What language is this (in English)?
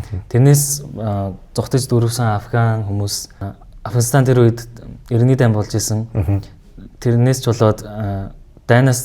Mongolian